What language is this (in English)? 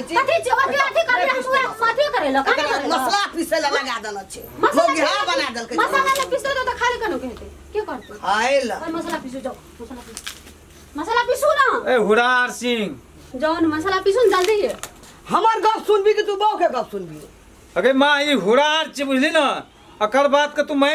Maithili